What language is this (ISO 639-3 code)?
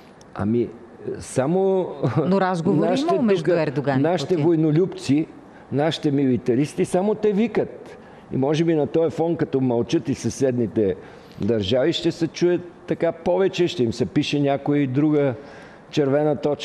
bul